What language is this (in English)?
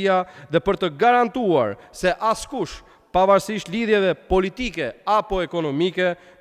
Albanian